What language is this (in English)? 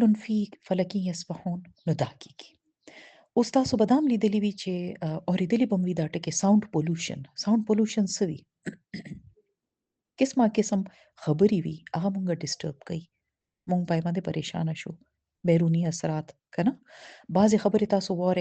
Pashto